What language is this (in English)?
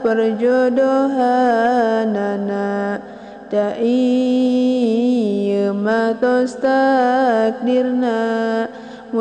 Sundanese